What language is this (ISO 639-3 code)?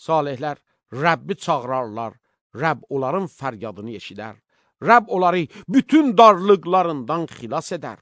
aze